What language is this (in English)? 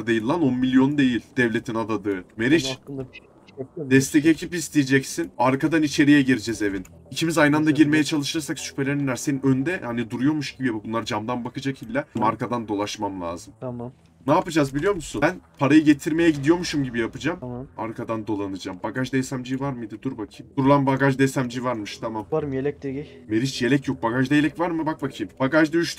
Turkish